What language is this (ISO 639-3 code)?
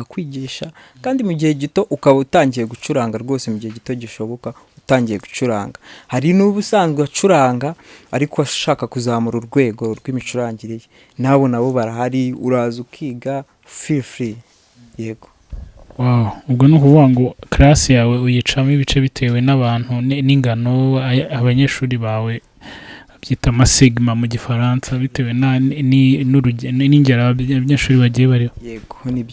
kin